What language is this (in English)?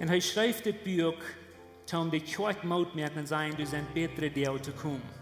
Plautdietsch